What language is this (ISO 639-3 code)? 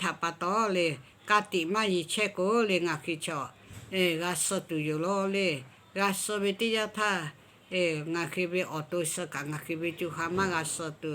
lhu